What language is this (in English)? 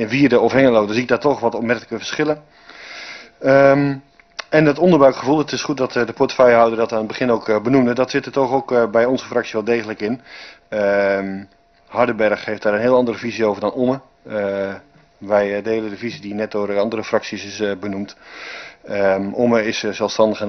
Dutch